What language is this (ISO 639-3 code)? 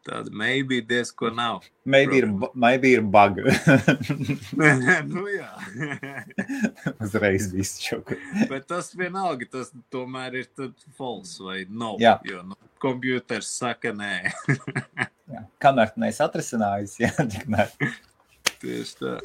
lav